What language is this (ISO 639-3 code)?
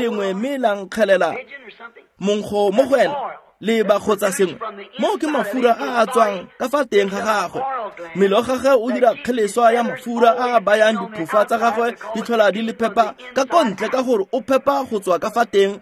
tsn